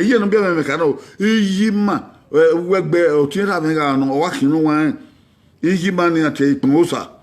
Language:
Bini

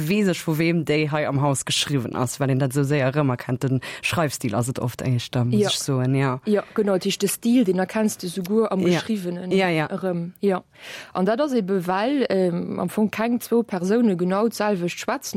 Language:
Luxembourgish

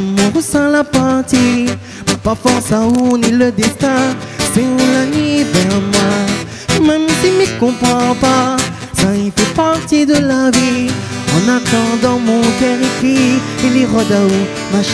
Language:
Réunion Creole French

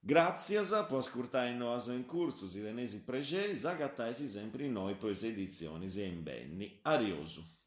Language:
Sardinian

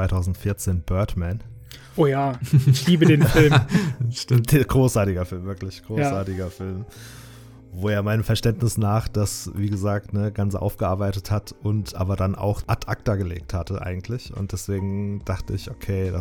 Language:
German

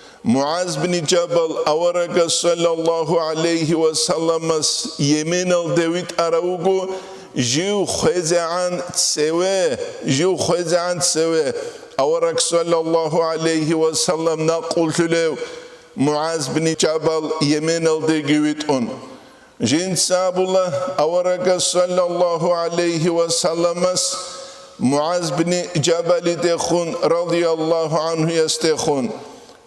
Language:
Avaric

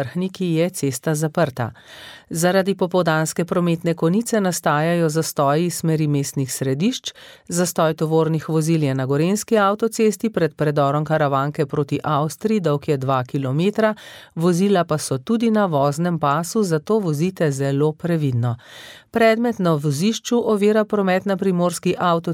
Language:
Slovenian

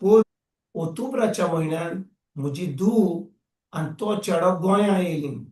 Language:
Konkani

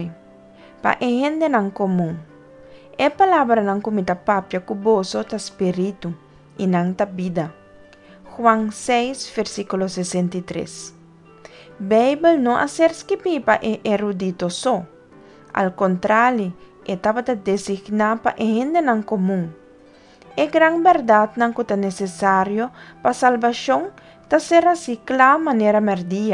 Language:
Papiamento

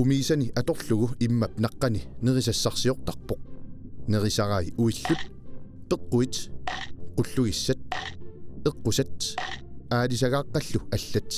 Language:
Kalaallisut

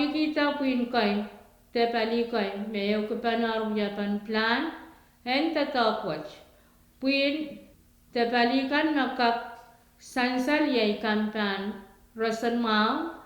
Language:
Pohnpeian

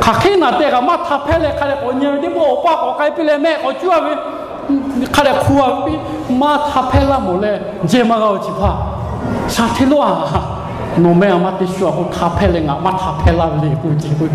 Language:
Lahu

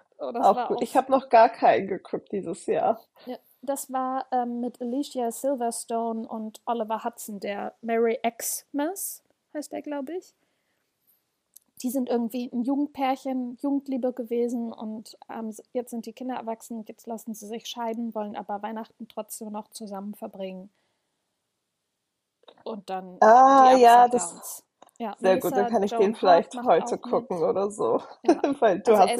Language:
German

